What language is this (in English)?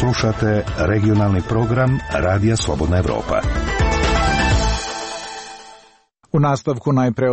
Serbian